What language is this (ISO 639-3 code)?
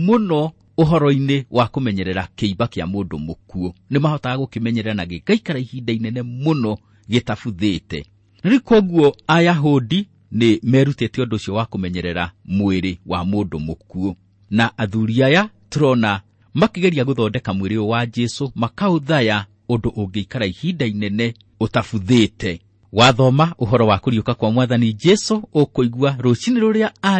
kik